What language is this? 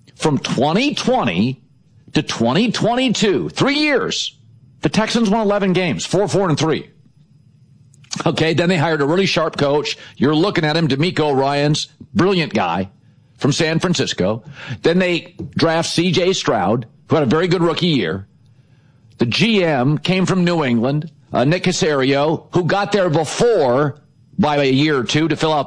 English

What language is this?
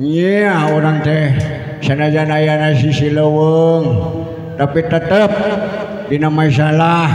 Sundanese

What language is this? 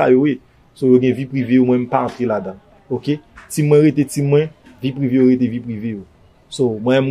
Haitian Creole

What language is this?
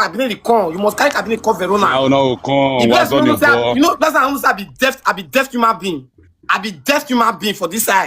Nigerian Pidgin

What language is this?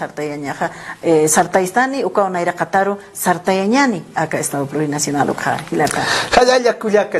Aymara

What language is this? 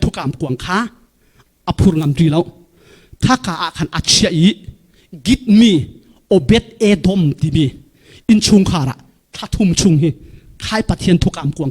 Falam Chin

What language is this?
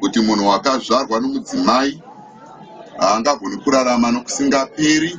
Shona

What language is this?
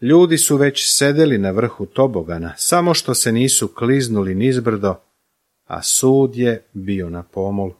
Serbian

